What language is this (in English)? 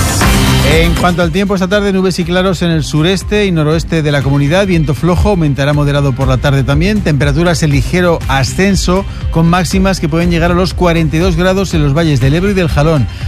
Spanish